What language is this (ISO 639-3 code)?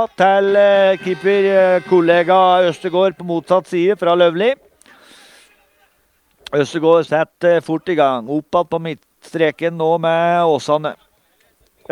nor